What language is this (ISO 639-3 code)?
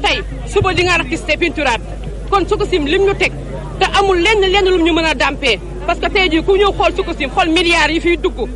wol